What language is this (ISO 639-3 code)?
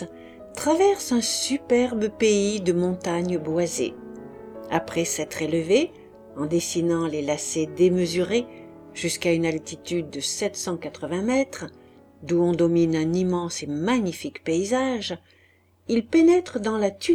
fra